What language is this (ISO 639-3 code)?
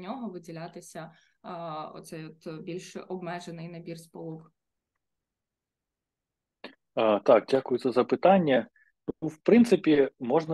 ukr